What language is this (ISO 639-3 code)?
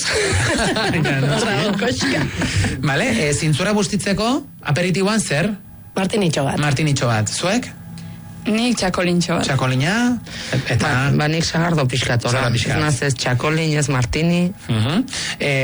eus